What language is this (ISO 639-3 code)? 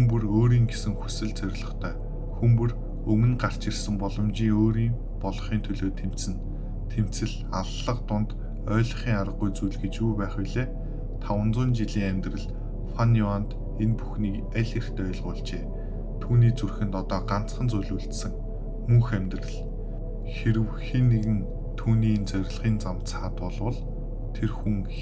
mon